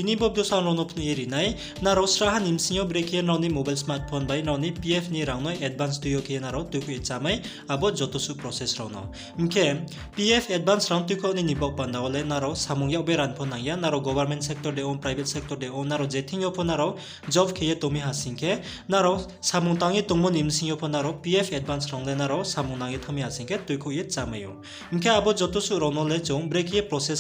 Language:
Riang (India)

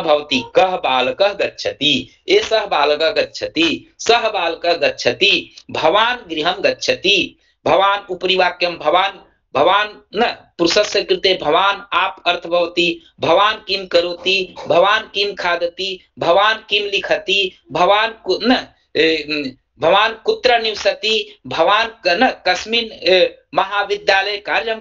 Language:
Sanskrit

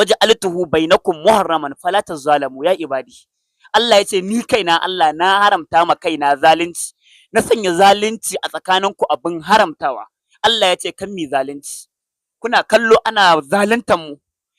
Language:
Hausa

